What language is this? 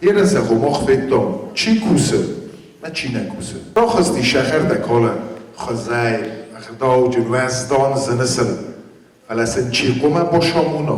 Ossetic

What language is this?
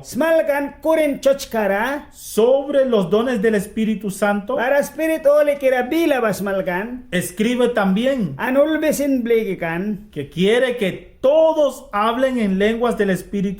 Mískito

